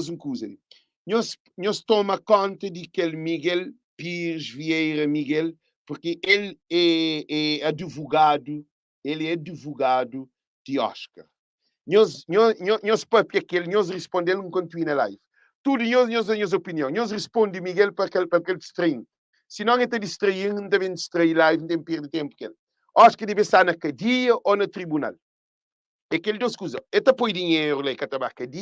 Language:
Kabuverdianu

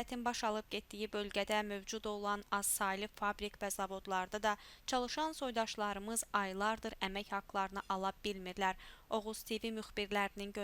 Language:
Azerbaijani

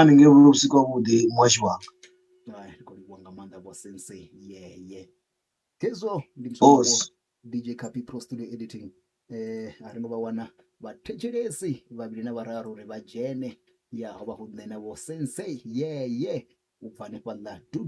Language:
Venda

